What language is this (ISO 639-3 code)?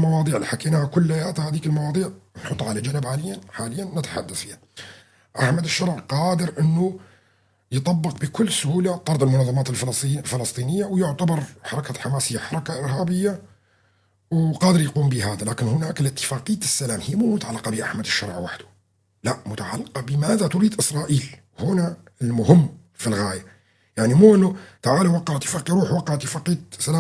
apc